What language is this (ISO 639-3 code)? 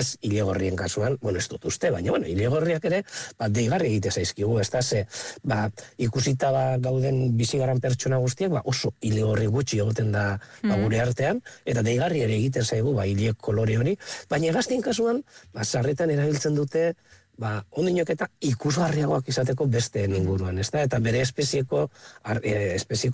eus